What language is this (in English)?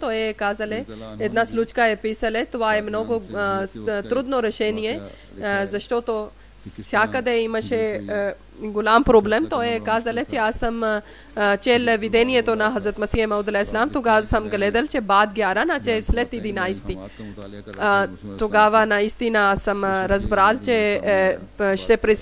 Bulgarian